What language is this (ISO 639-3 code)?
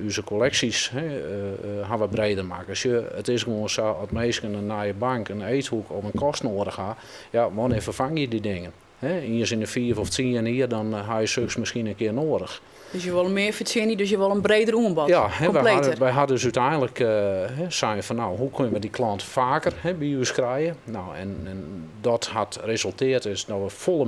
fry